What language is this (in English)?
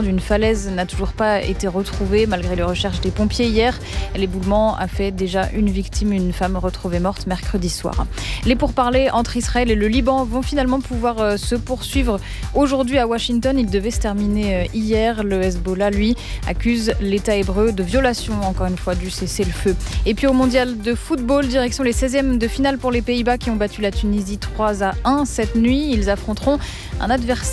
French